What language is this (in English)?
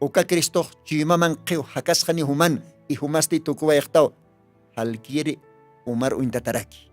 Aymara